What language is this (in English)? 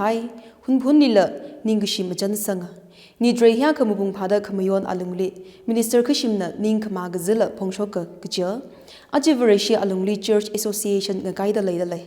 Tangkhul Naga (India)